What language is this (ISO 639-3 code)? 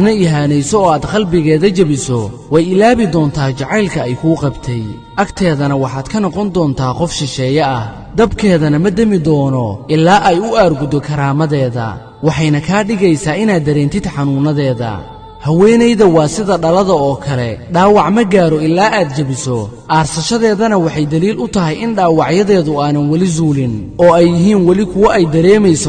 som